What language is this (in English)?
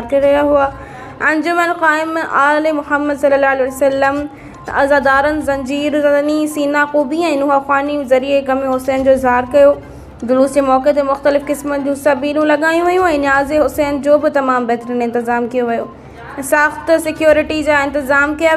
Sindhi